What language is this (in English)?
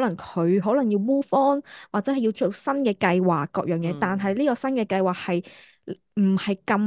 Cantonese